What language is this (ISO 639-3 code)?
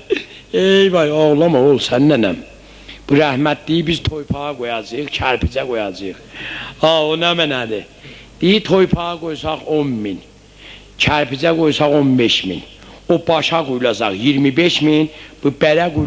aze